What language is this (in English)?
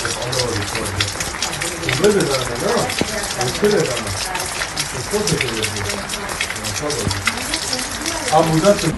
Kurdish